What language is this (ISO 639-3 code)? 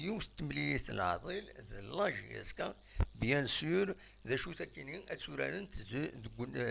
kab